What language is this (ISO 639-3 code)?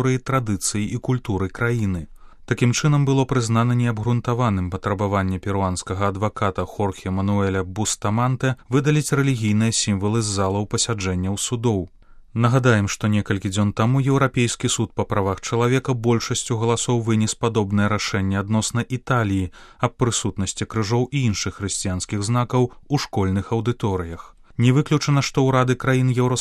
bel